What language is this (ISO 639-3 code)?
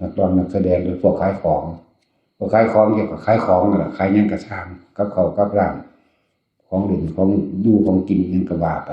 tts